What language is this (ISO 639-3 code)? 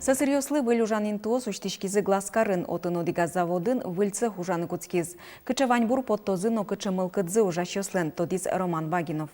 udm